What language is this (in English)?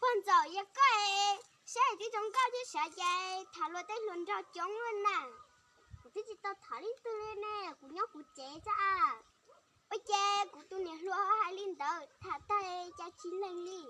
Hmong